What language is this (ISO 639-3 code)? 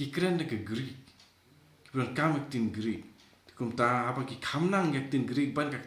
kha